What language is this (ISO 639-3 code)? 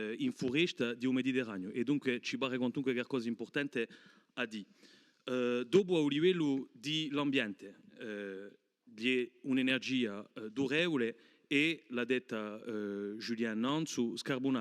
cos